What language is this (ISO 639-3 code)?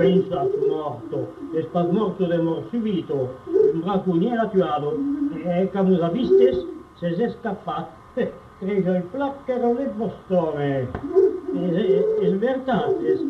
oci